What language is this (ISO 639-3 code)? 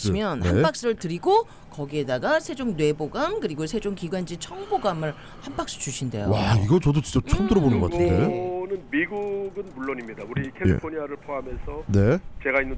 kor